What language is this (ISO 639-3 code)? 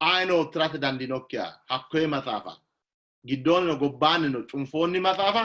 sid